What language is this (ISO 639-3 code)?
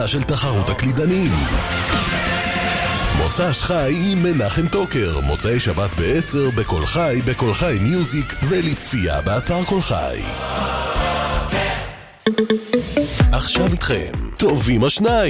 heb